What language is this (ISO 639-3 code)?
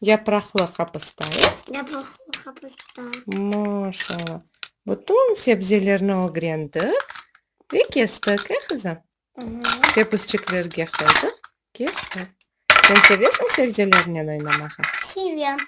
crh